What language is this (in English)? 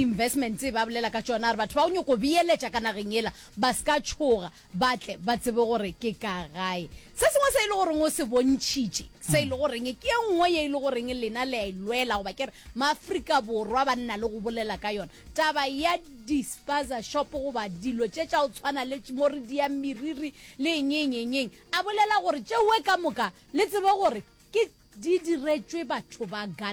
Northern Sotho